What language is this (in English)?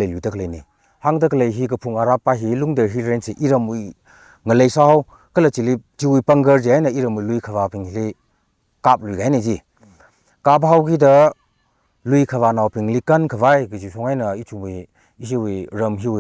Tangkhul Naga (India)